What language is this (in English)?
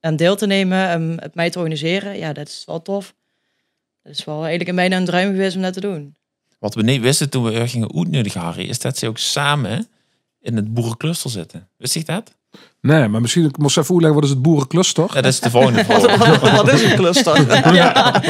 Limburgish